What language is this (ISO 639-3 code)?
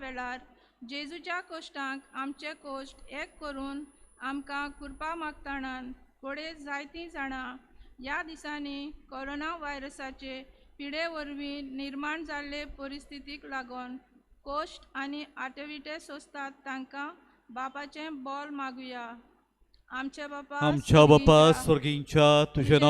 kok